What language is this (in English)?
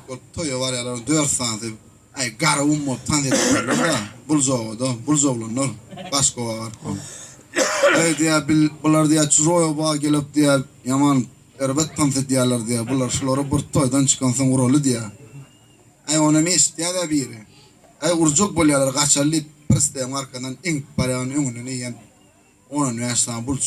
Turkmen